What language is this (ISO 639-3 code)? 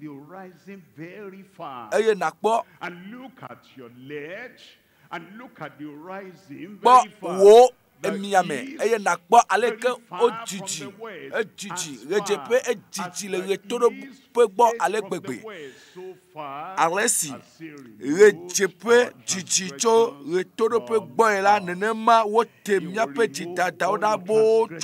ewe